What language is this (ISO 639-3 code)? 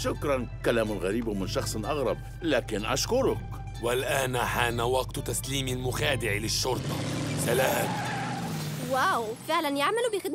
ara